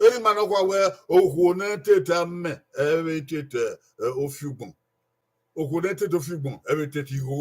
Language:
Bini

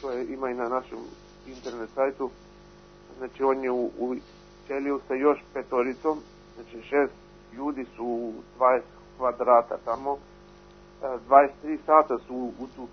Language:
Serbian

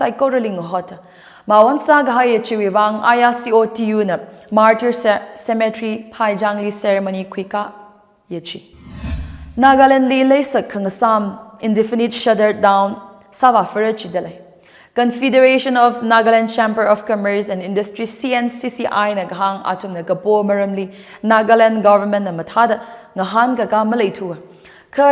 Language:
Tangkhul Naga (India)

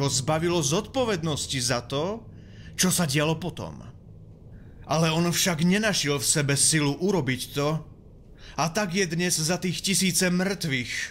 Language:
Slovak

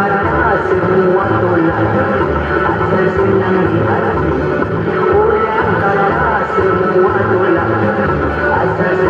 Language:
Malay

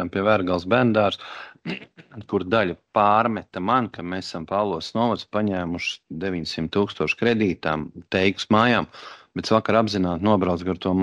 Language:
Latvian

